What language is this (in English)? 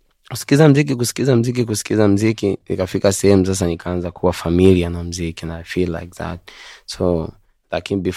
Swahili